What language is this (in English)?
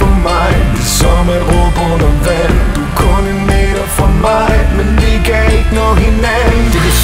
Danish